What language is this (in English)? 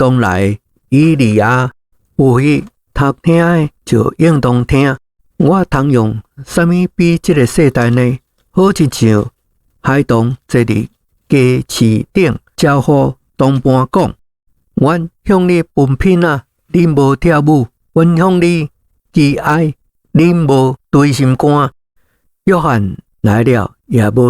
Min Nan Chinese